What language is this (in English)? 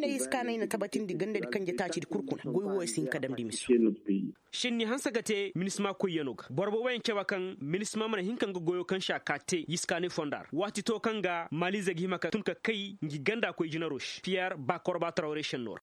Koyraboro Senni